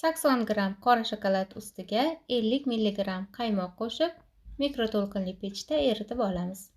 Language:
Uzbek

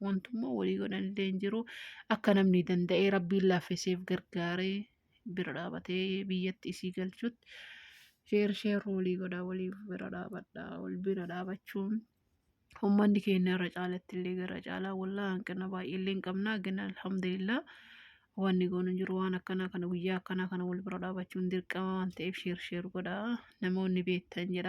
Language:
Oromo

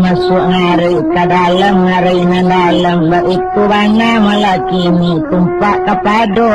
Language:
Minangkabau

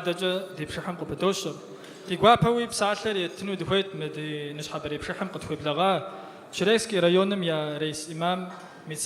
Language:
Kabardian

